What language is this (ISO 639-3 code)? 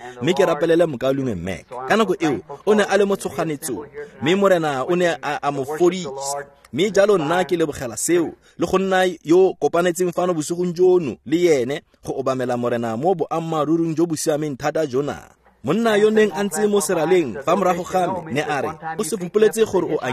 tsn